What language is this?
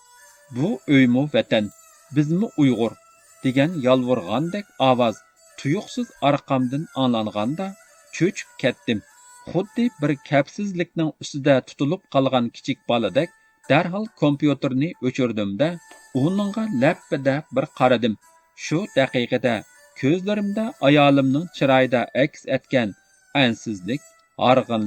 Uyghur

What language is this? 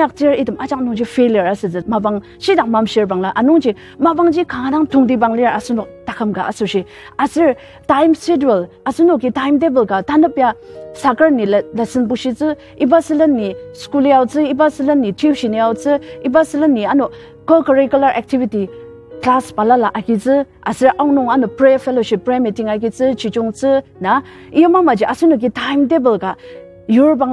Ao Naga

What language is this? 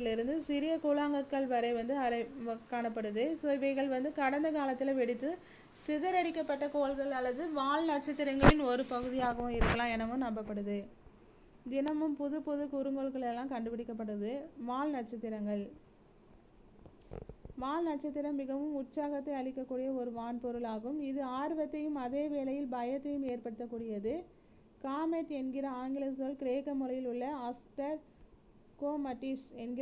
Tamil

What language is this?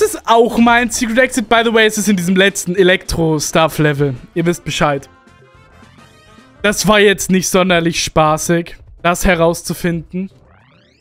German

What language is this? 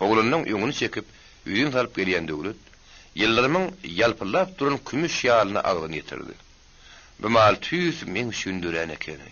Turkmen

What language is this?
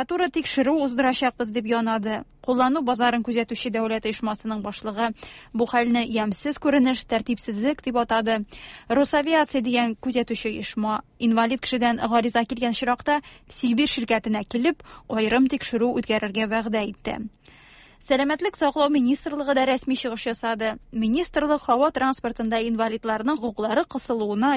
Tatar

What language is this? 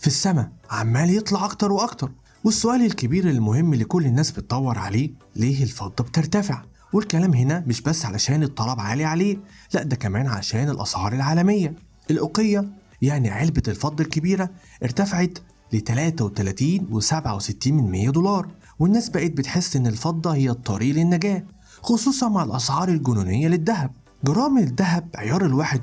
Egyptian Arabic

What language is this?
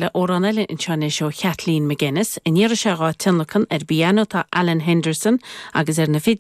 Irish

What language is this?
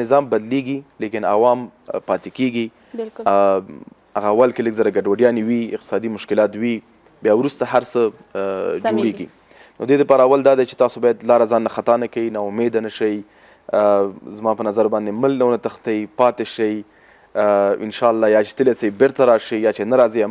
Pashto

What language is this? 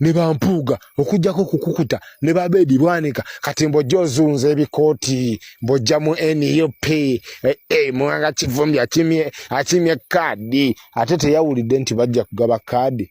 Ganda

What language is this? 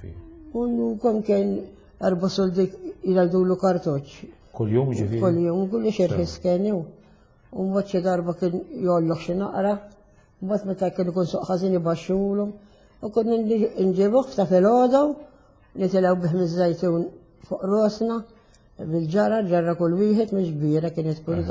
Maltese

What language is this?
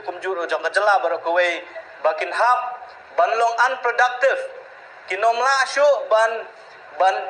Khasi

